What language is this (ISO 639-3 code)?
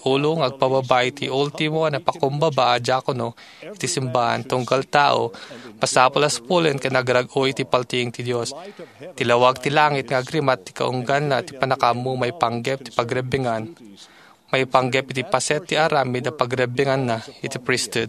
ilo